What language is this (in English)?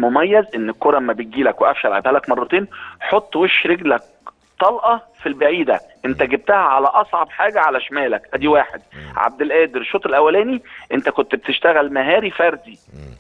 Egyptian Arabic